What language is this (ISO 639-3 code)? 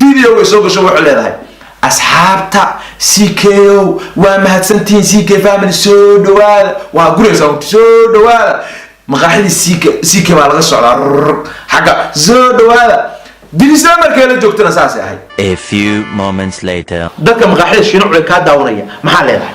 som